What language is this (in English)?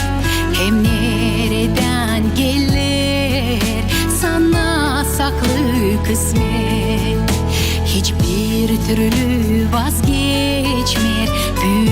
Gagauz